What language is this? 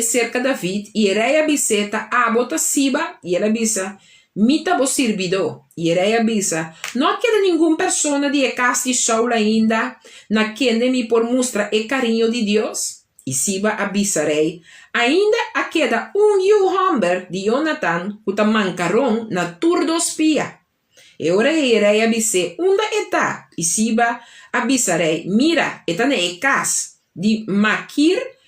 Papiamento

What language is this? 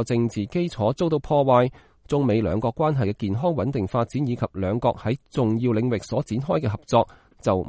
Cantonese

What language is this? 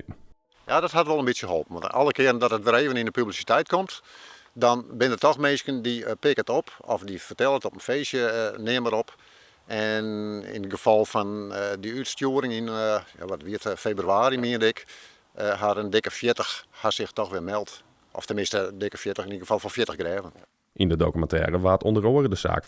Western Frisian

